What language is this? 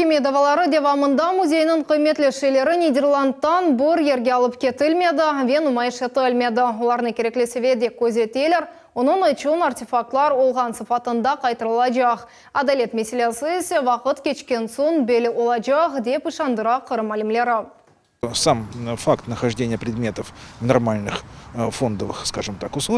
Crimean Tatar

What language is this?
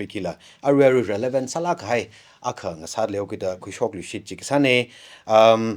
Tangkhul Naga (India)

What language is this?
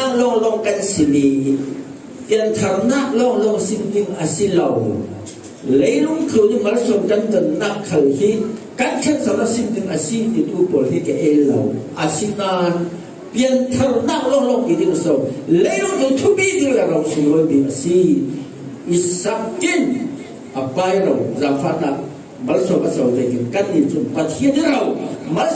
Falam Chin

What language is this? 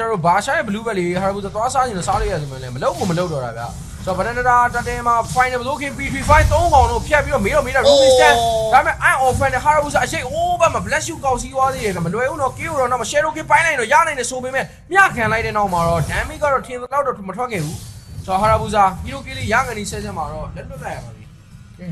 Burmese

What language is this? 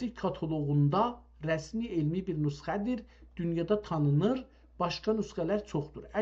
South Azerbaijani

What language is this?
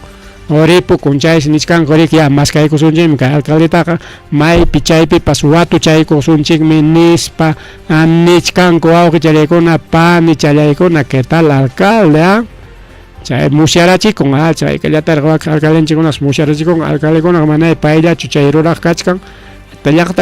Ayacucho Quechua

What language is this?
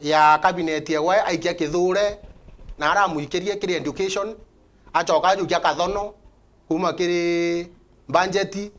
Meru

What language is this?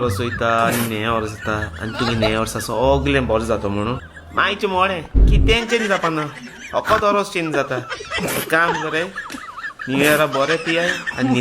Konkani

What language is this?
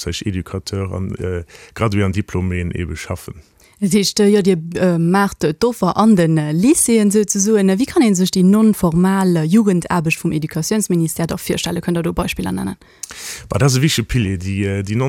Luxembourgish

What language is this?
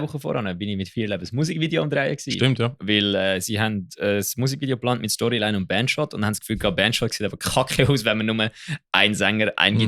Swiss German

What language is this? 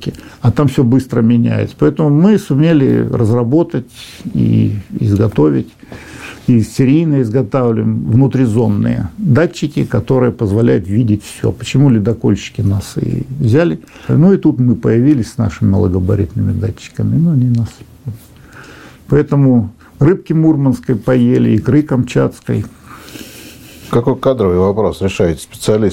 Russian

